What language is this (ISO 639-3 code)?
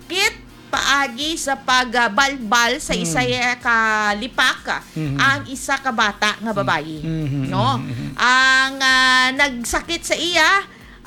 hil